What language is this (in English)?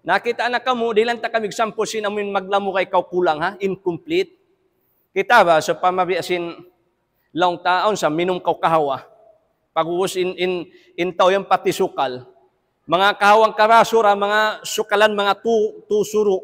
Tausug